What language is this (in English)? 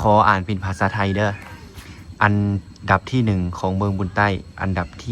Lao